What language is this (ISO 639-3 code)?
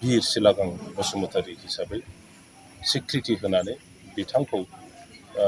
brx